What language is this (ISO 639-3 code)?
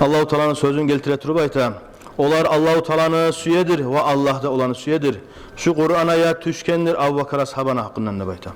kum